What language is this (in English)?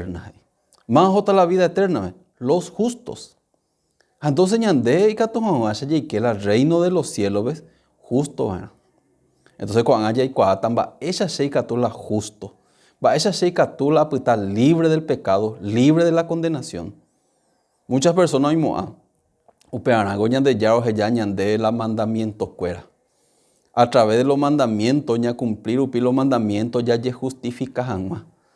Guarani